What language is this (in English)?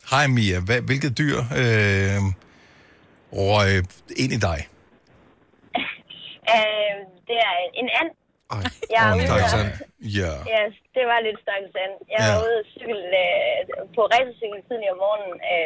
Danish